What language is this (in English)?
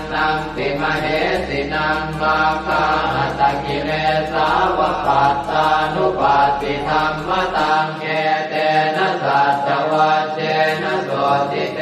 Pali